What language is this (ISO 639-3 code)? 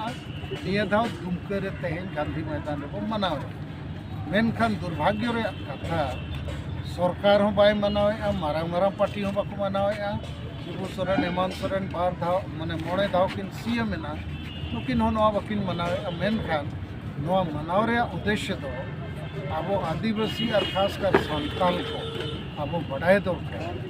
sat